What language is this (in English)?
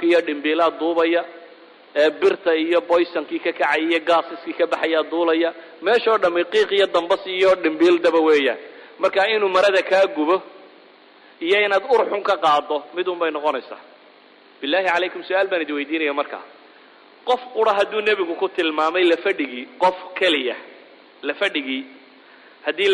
Somali